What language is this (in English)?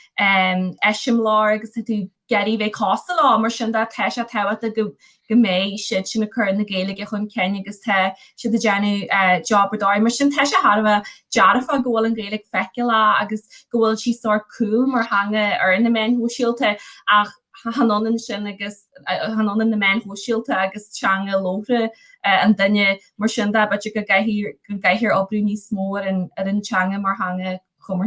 Irish